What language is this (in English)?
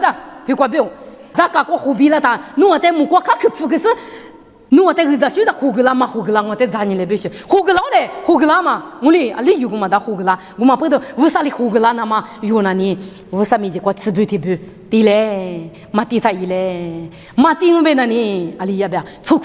Lisu